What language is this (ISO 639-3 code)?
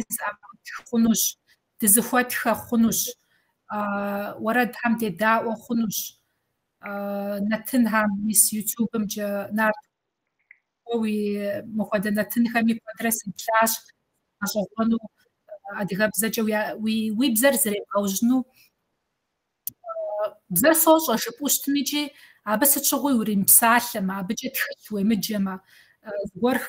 kbd